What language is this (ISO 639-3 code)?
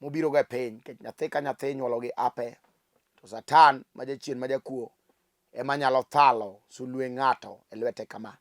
luo